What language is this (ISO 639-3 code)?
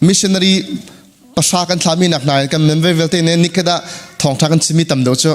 cnh